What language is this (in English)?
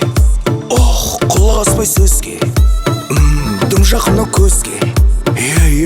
Kara-Kalpak